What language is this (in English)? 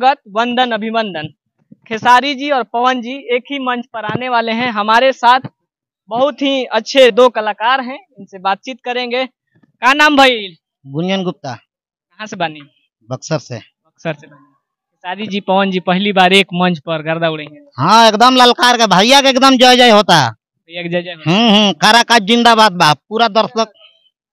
Bhojpuri